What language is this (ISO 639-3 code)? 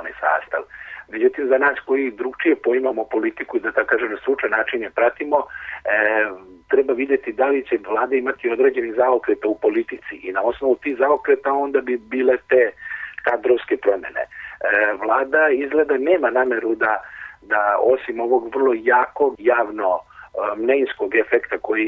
srp